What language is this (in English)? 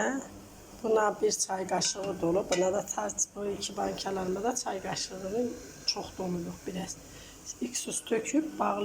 Azerbaijani